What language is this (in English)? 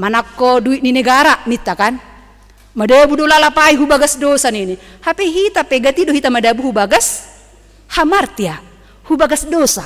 Batak Simalungun